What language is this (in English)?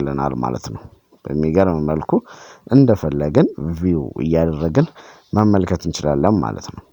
Amharic